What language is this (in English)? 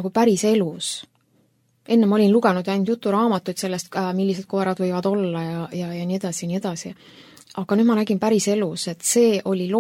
Estonian